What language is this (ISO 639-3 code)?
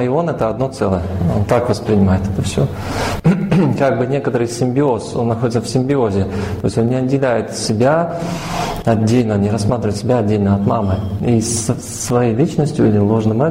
rus